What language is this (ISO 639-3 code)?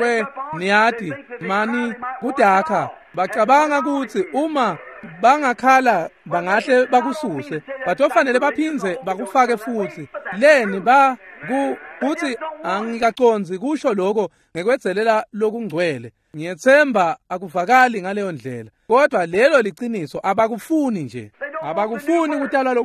ssw